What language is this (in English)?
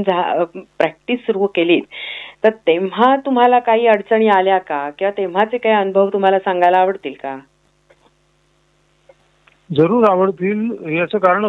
Marathi